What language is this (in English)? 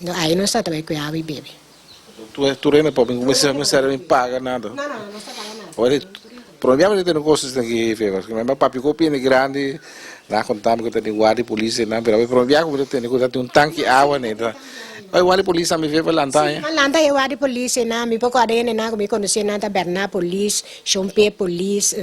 Papiamento